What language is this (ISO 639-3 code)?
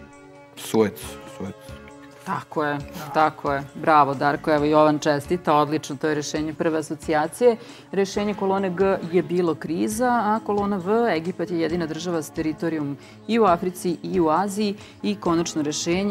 srp